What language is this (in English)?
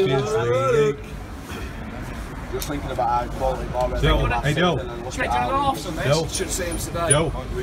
English